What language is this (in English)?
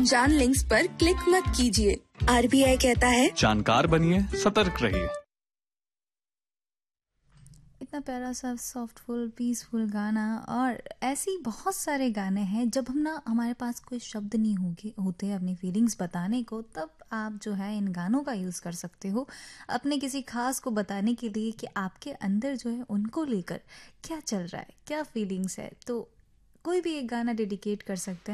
Hindi